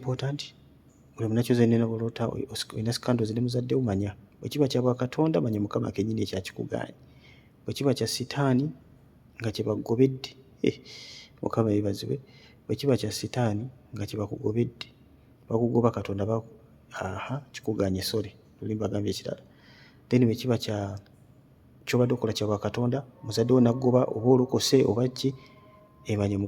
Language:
Ganda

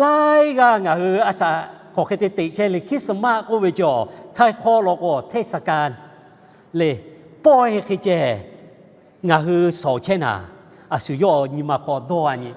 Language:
Lahu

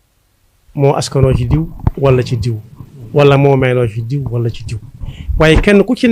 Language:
Wolof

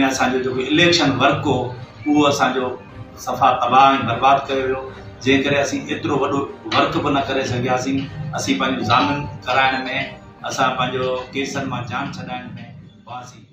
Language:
Sindhi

